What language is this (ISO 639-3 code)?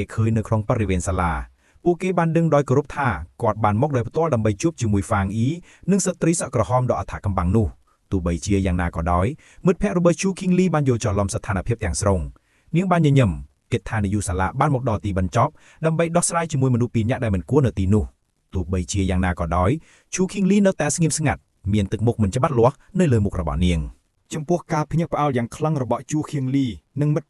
khm